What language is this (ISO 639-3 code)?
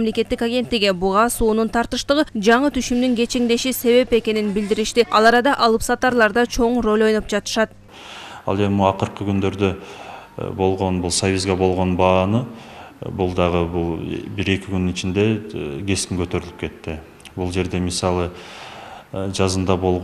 kir